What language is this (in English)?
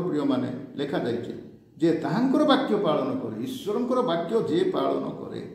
Odia